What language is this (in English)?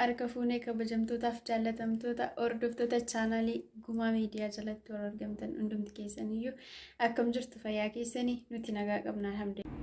Oromo